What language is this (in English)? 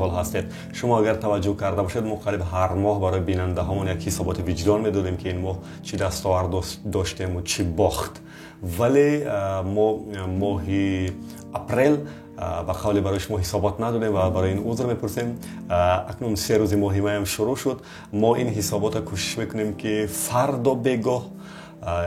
Tajik